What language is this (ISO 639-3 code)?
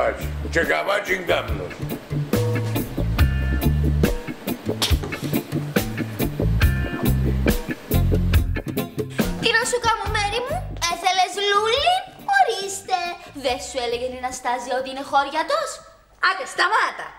ell